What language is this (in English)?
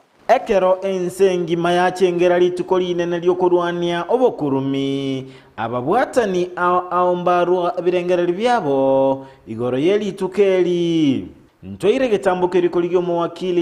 Gusii